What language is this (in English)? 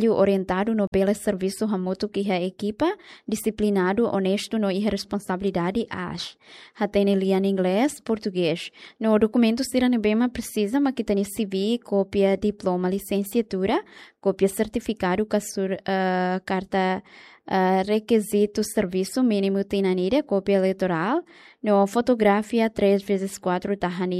Tetum